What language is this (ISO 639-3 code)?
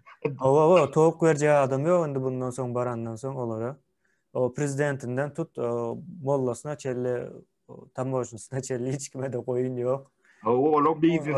tuk